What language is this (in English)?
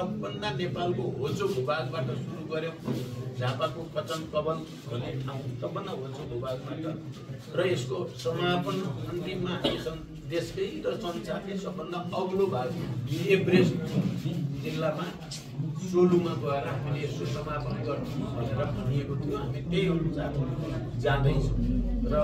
Nepali